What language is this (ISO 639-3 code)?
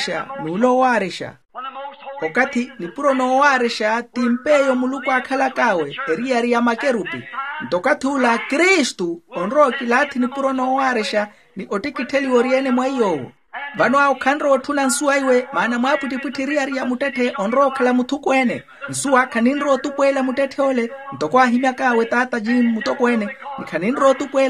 vmw